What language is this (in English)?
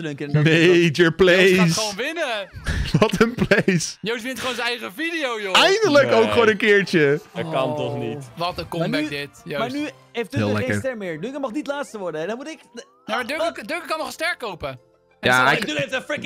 Dutch